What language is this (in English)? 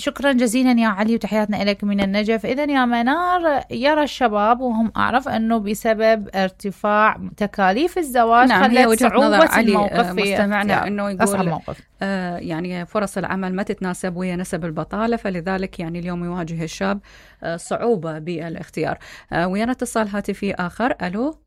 Mesopotamian Arabic